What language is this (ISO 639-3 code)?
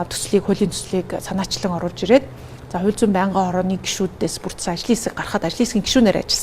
mon